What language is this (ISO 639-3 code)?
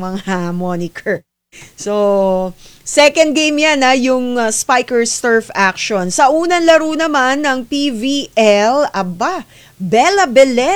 fil